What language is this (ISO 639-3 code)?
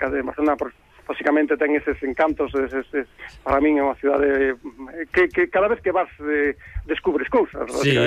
glg